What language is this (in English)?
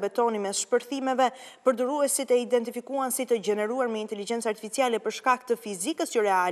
Albanian